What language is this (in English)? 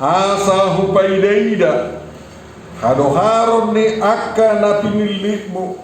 Batak Toba